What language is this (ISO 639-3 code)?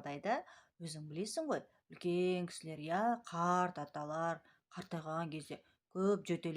kaz